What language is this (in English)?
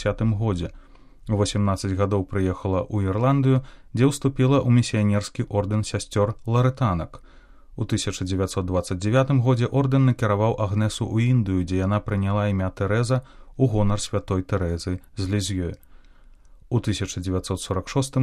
Belarusian